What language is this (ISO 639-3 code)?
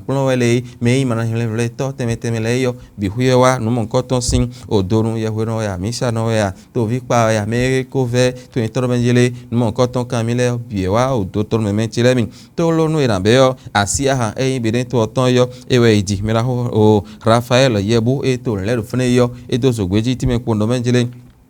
fon